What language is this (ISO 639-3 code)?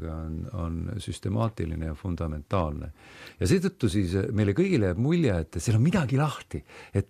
est